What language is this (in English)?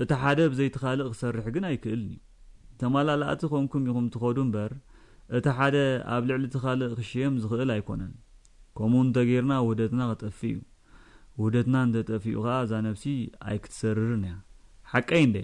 Tigrinya